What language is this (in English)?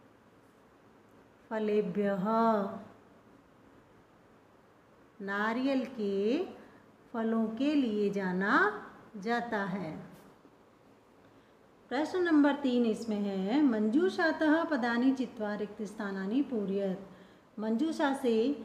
Hindi